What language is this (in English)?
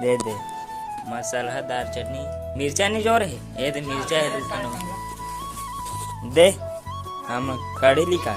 Chhattisgarhi